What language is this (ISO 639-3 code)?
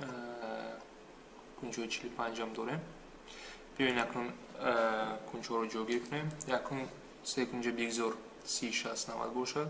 tgk